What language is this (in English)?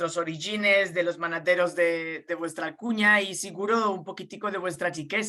Ladino